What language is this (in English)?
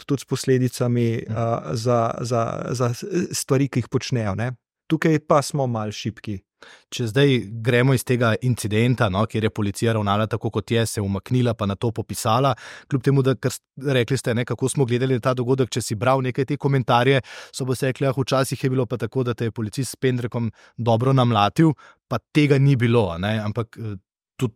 Slovenian